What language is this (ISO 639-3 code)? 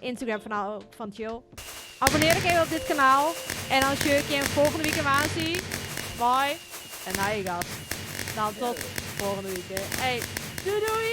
fry